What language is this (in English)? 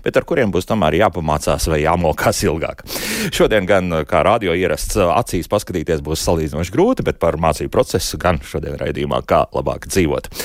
Latvian